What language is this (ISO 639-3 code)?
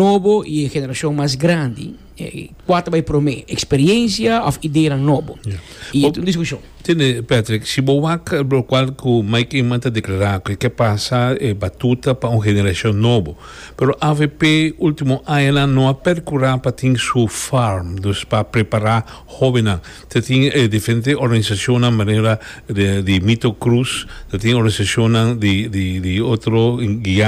pap